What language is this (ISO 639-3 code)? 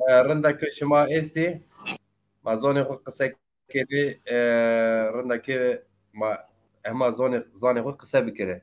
zza